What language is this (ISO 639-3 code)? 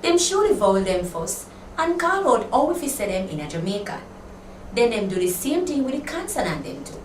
jam